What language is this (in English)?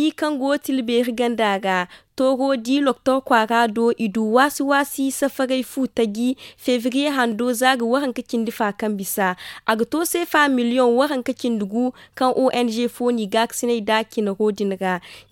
Zarma